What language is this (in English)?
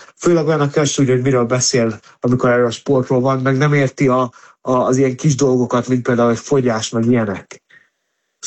Hungarian